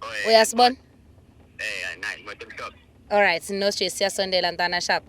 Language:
Zulu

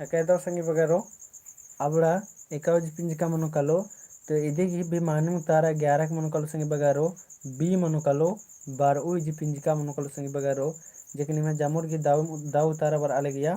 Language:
Kurukh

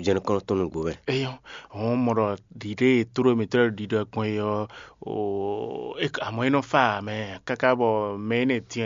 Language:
Fon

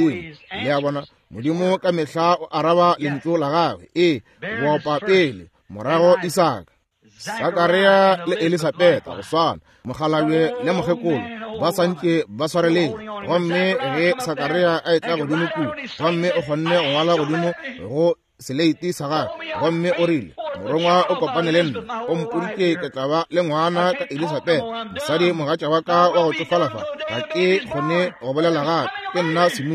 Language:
Northern Sotho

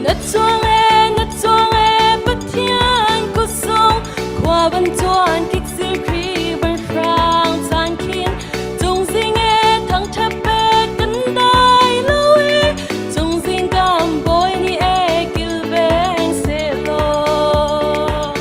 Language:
Hakha Chin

